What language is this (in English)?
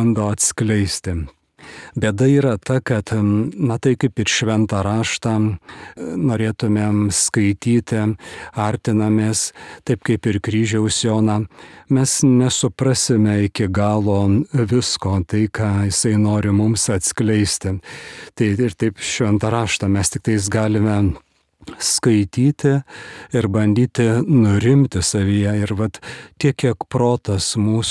Lithuanian